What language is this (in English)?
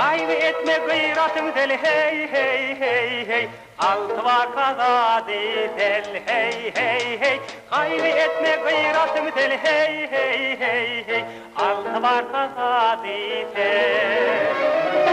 Turkmen